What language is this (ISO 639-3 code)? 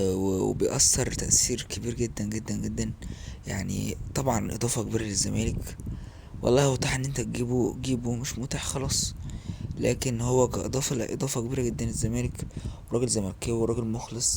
arz